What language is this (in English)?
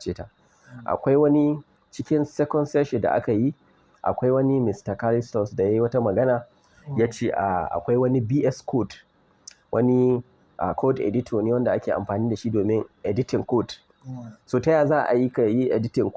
Hausa